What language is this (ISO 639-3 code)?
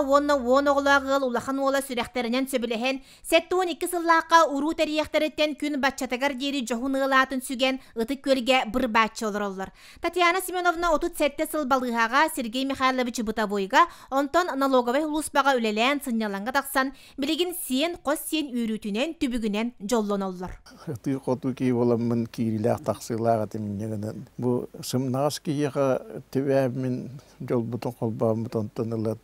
sah